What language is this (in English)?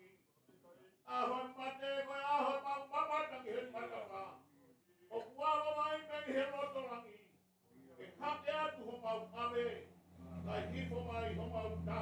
Tongan